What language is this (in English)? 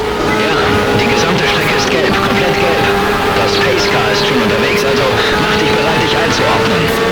Bavarian